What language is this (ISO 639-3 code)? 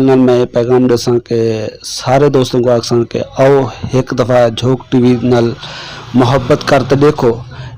skr